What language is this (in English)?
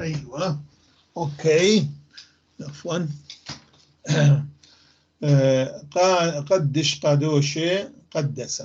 North Levantine Arabic